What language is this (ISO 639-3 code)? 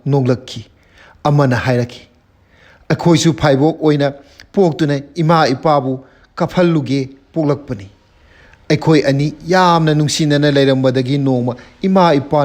mni